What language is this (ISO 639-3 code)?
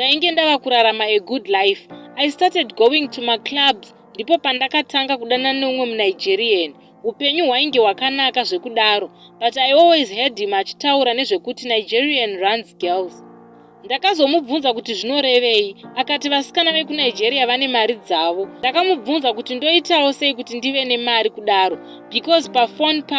sna